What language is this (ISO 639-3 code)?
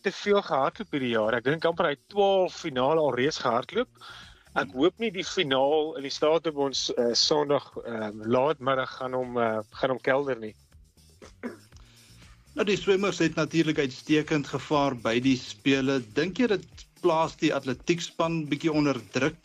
afr